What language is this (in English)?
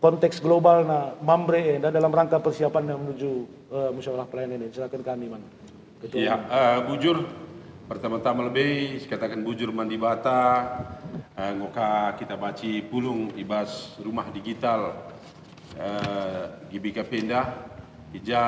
Batak Karo